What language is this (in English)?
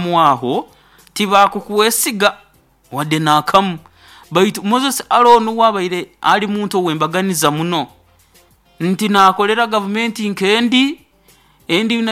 Nyoro